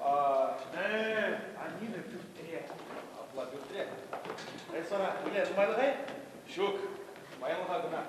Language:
Chuvash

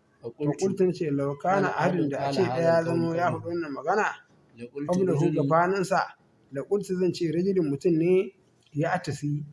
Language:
Hausa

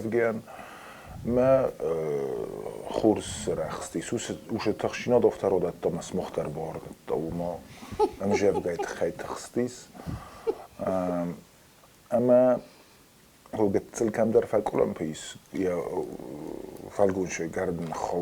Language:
Ossetic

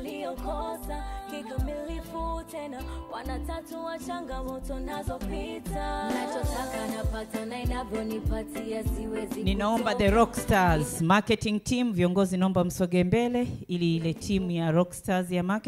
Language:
Swahili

